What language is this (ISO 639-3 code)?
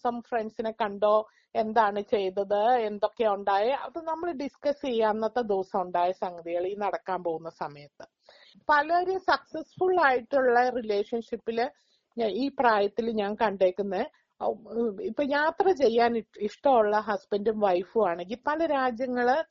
mal